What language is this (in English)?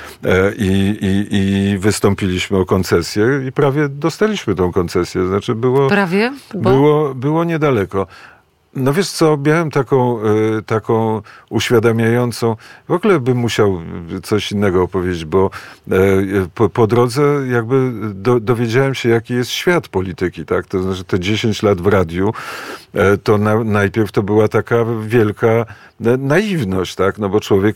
Polish